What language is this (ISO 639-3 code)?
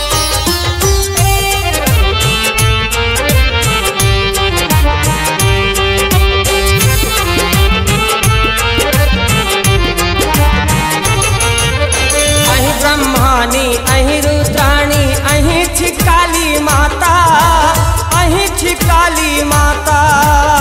mai